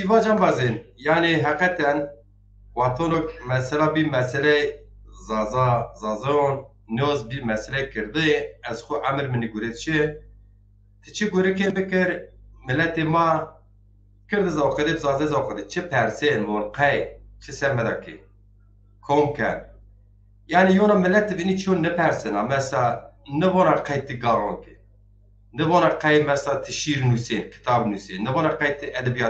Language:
Zaza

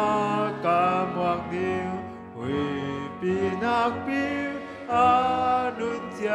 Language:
Tedim Chin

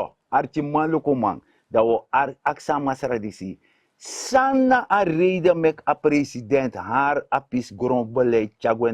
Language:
Sranan Tongo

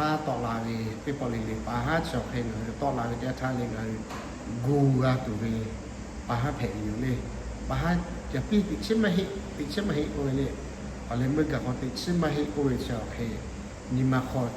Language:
Lahu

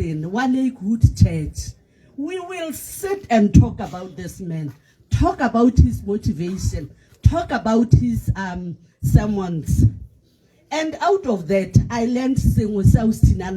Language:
Tswana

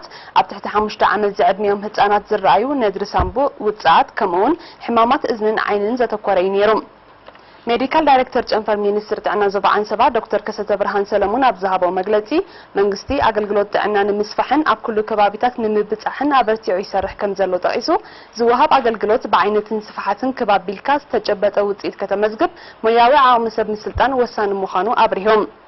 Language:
Tigrinya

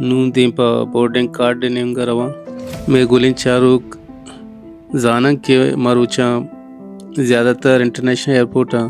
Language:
Baluchi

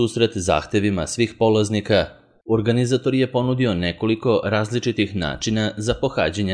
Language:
Serbian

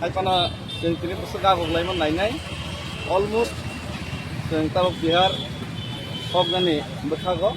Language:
Kok Borok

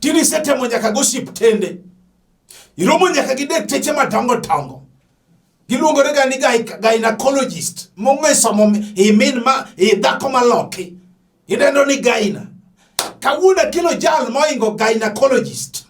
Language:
Luo (Kenya and Tanzania)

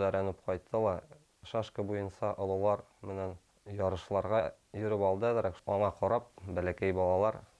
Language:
Bashkir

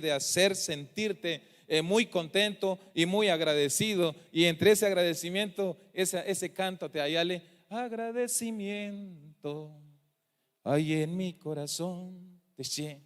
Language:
Tzeltal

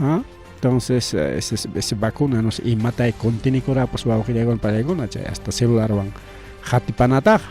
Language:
Ayacucho Quechua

